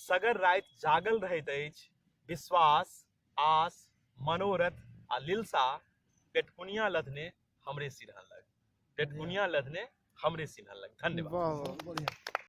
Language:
Maithili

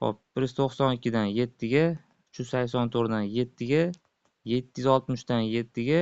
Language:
Uzbek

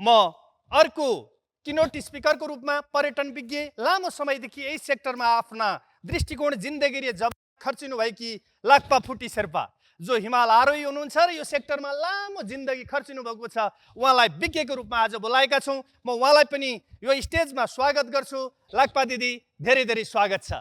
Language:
Nepali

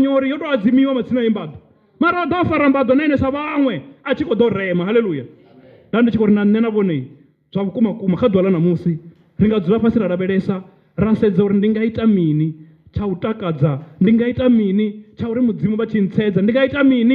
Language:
Venda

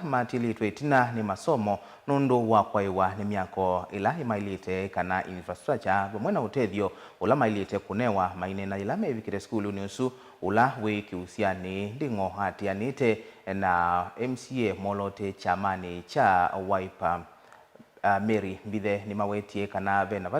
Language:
Kamba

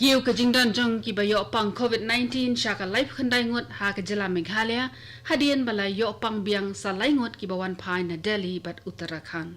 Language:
Khasi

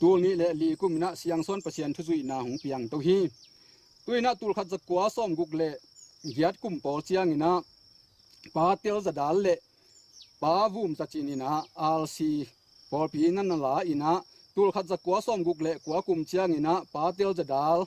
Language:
Tedim Chin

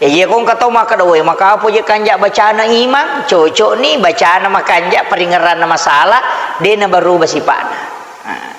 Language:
Buginese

